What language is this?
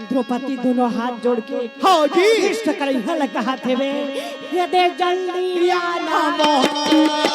Chhattisgarhi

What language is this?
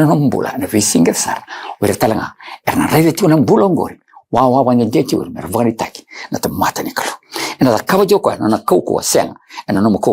Fijian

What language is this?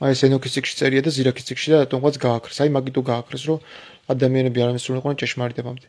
Georgian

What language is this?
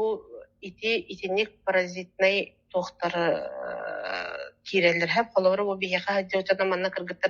Yakut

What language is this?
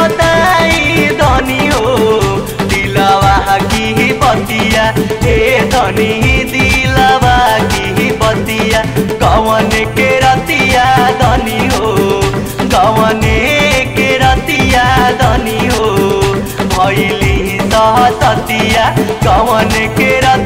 Bhojpuri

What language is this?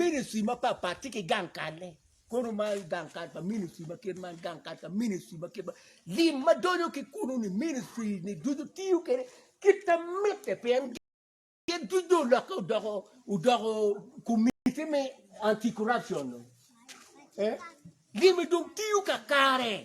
Acoli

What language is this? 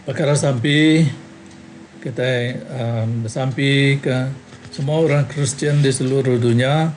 Iban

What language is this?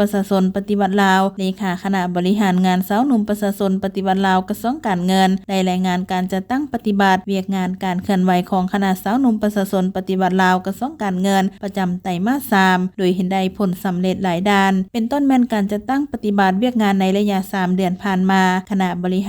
Lao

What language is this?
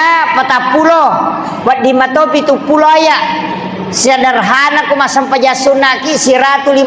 Buginese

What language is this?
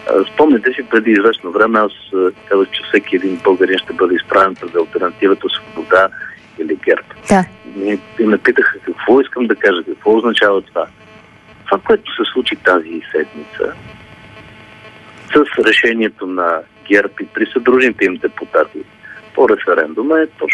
Bulgarian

